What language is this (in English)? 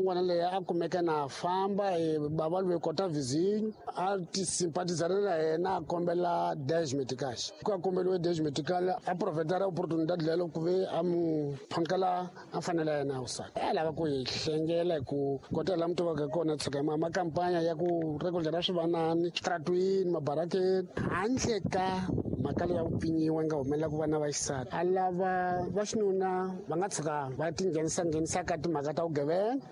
Tsonga